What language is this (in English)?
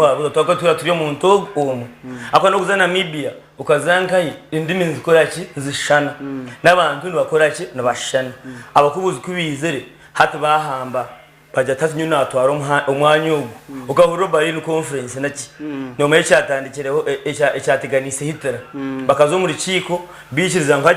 Nyankole